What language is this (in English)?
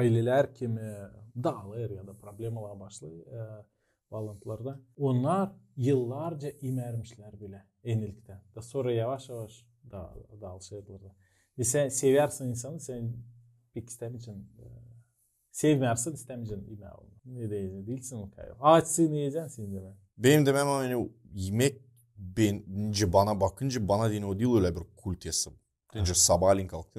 Gagauz